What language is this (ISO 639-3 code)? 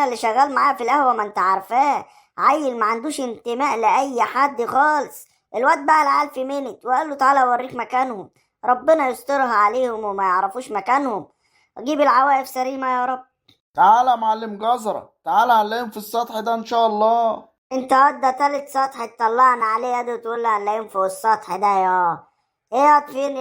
arz